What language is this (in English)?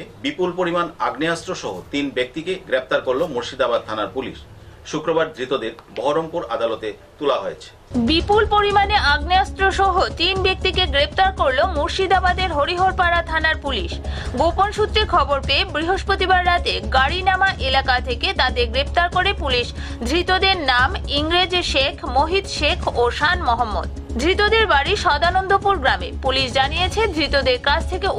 Bangla